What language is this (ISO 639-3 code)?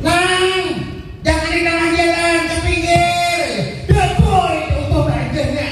bjn